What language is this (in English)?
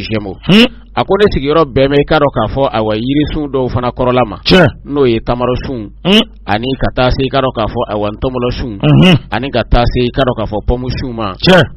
Bambara